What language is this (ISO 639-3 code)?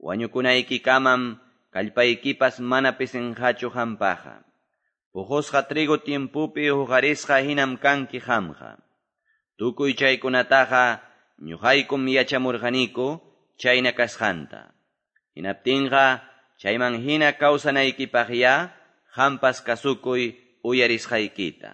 que